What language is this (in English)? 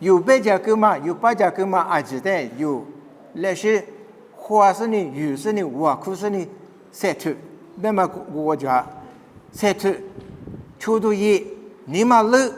Lisu